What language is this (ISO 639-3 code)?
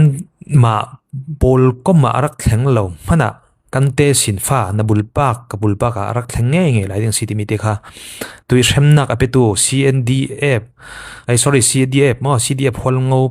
cfm